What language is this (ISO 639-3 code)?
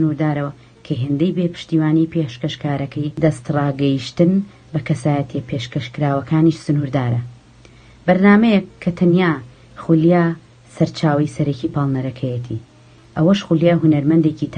ckb